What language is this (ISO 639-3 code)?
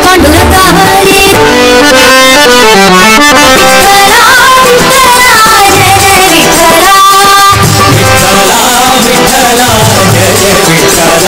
mar